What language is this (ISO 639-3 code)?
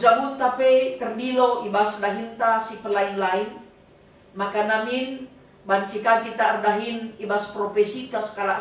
btx